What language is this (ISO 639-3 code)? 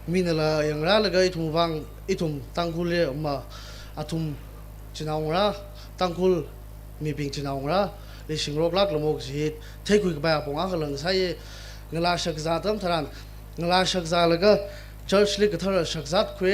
nmf